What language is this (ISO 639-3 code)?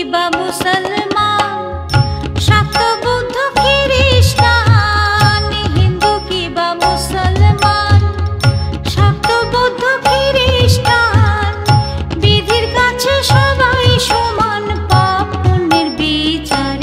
ben